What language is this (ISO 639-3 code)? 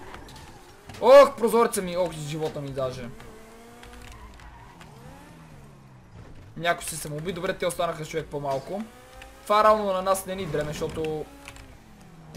bul